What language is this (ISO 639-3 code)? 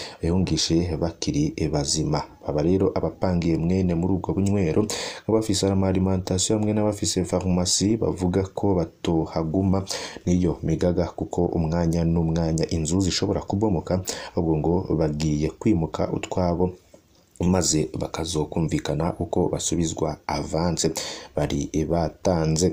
run